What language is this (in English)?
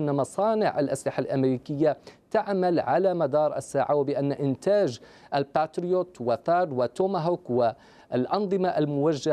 Arabic